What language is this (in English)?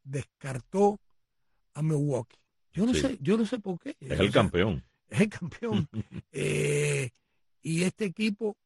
Spanish